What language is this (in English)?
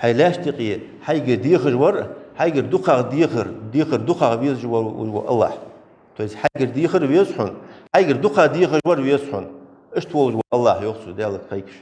Ingush